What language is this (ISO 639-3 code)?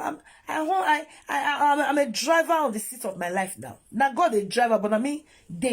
pcm